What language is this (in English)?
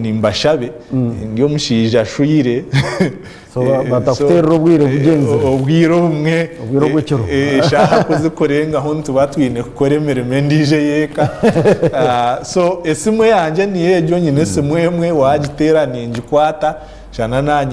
Nyankole